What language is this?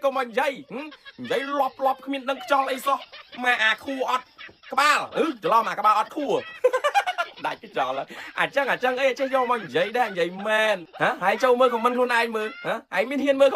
Khmer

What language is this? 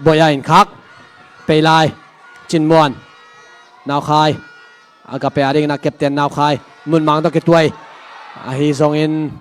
Tedim Chin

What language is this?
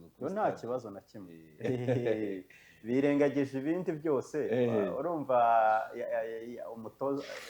Kinyarwanda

